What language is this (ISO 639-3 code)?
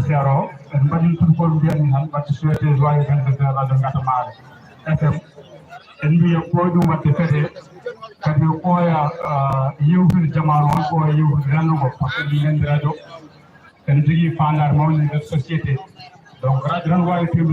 ful